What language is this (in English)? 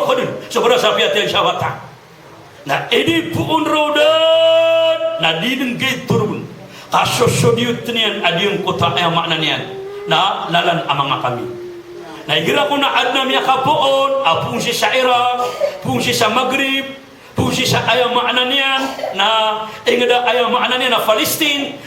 Maranao